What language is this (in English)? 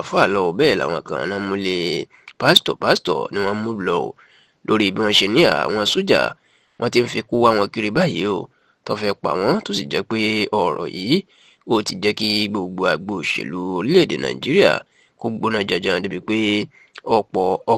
Yoruba